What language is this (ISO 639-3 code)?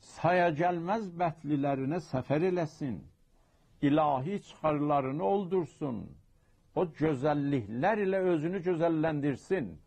azb